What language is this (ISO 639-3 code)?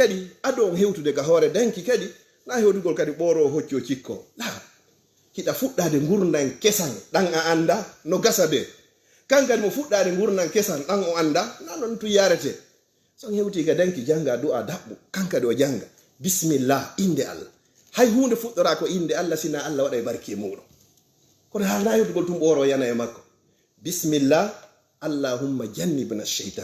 ful